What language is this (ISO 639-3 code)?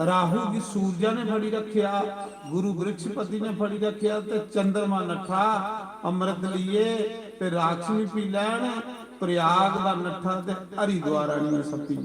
doi